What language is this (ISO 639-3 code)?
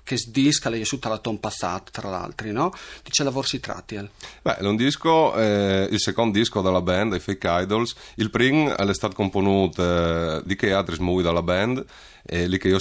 fur